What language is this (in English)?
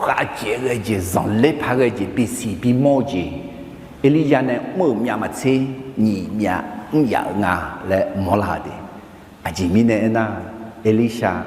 Akha